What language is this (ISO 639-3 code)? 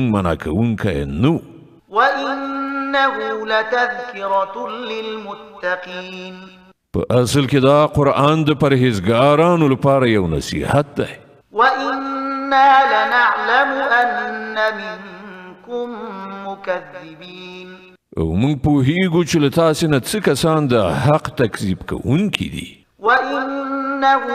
pus